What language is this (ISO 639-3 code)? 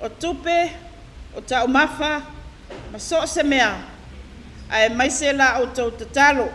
smo